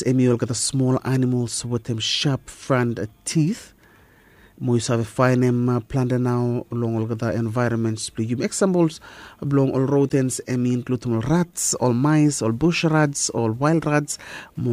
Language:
Bislama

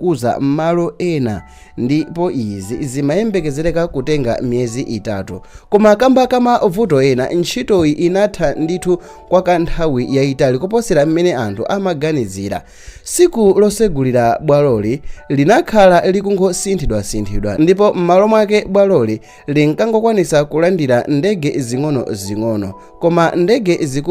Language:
Nyanja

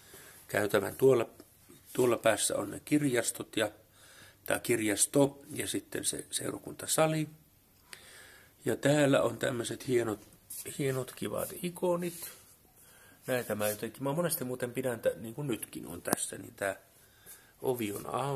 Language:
Finnish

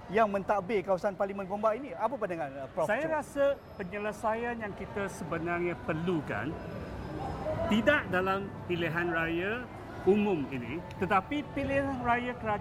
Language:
Malay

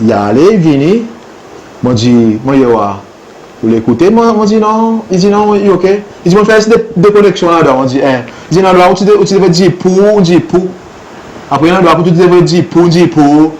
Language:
Seselwa Creole French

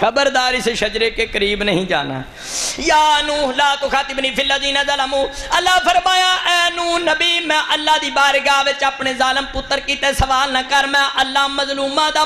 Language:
Saraiki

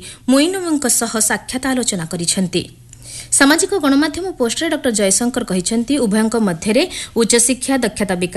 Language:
Odia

